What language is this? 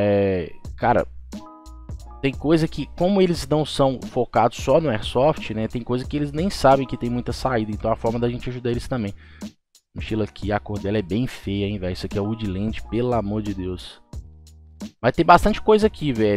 Portuguese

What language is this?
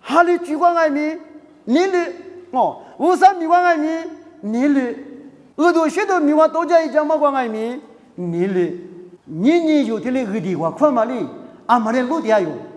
Lisu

